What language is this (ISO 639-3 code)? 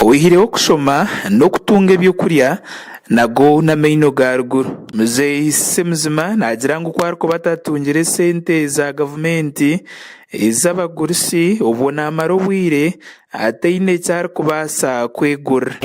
nyn